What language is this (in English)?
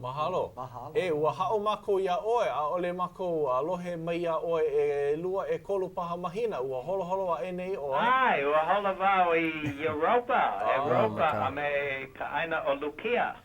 Hawaiian